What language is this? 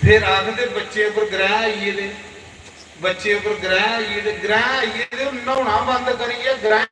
Dogri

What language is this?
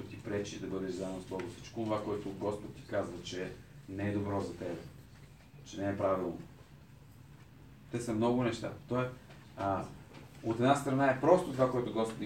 Bulgarian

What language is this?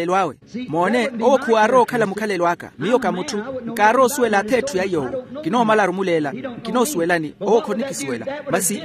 Makhuwa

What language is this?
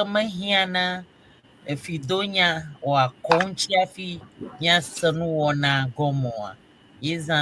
Ewe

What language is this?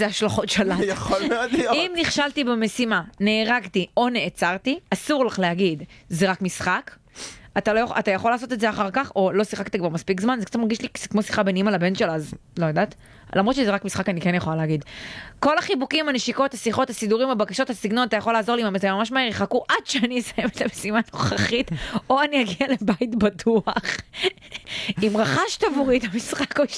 Hebrew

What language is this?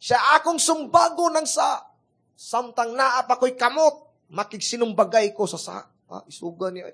Cebuano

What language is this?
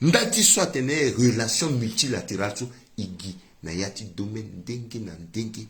Sango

